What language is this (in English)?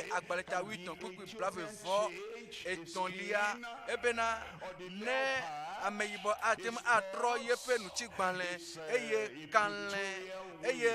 Ewe